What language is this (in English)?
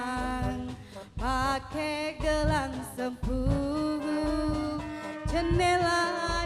Musi